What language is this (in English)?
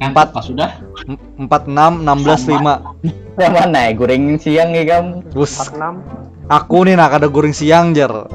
Banjar